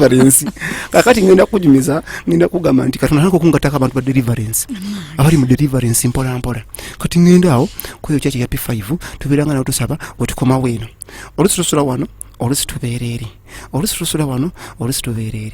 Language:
Ganda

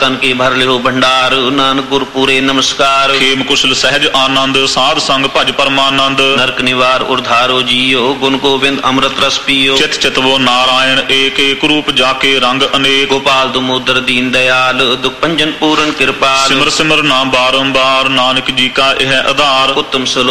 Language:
Punjabi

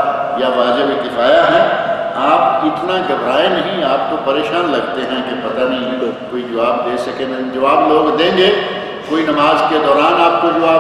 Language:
Urdu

